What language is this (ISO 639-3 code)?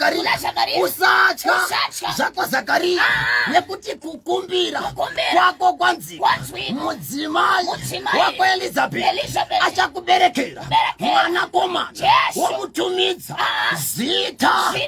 sna